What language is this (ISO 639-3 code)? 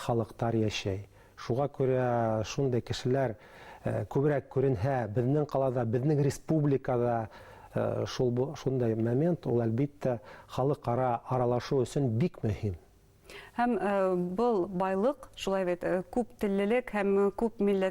bak